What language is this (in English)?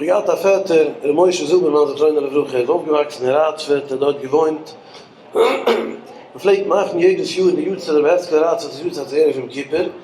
Yiddish